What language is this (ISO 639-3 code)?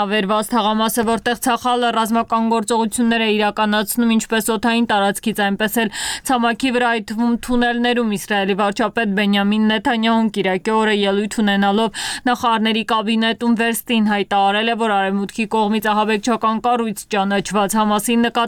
hye